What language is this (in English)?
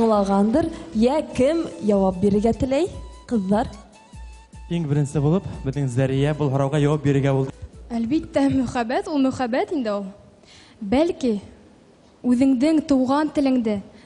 Bashkir